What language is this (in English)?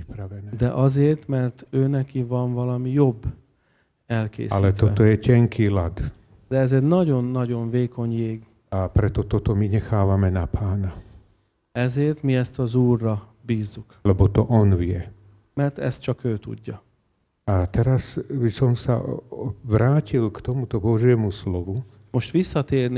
Slovak